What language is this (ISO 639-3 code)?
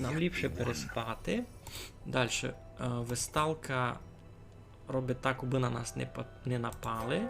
rue